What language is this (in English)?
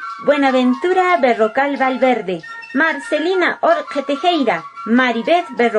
Quechua